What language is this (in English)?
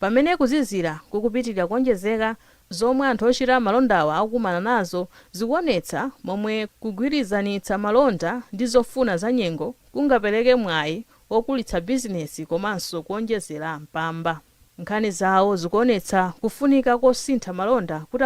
Nyanja